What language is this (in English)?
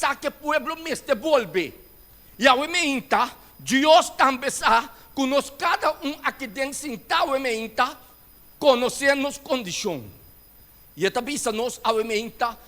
Papiamento